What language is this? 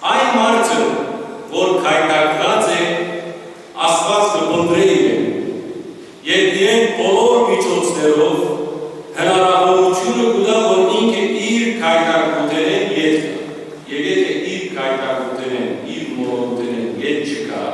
Western Armenian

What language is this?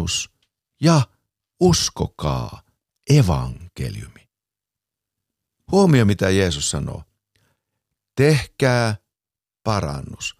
Finnish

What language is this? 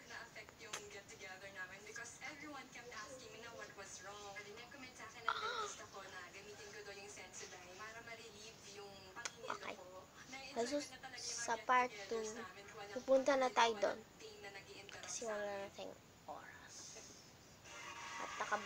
Filipino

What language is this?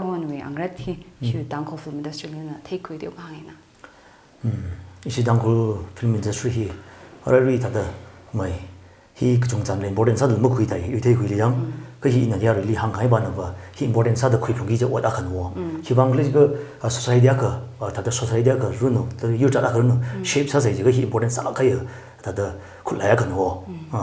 Tangkhul Naga (India)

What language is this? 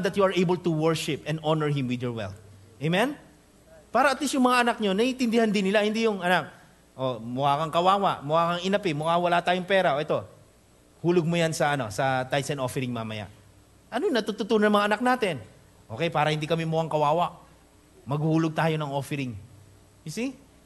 Filipino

